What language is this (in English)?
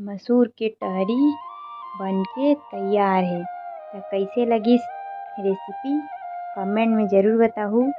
Chhattisgarhi